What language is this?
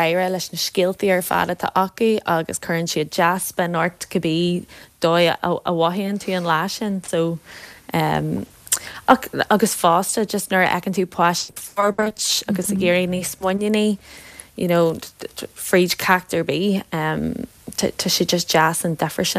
Irish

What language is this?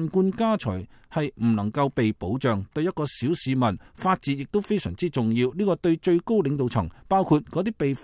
Cantonese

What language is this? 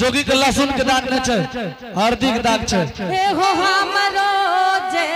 Angika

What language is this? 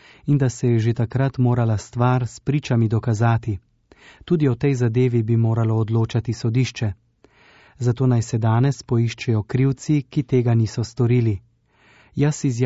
Slovenian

